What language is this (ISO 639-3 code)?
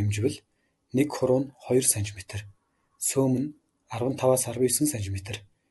mon